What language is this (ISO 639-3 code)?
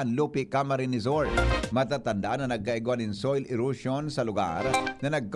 bik